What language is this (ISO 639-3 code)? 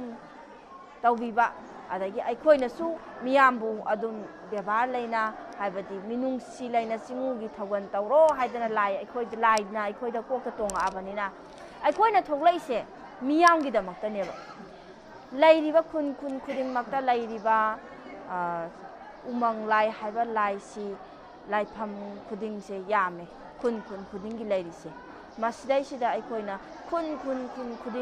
mni